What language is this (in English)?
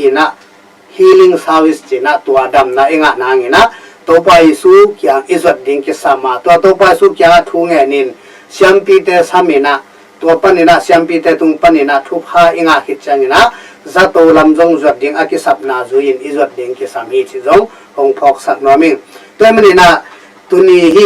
Tedim Chin